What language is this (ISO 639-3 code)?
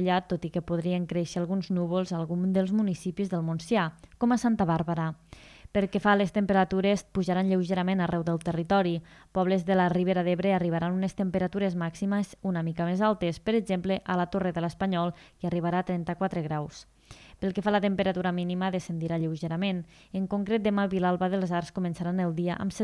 cat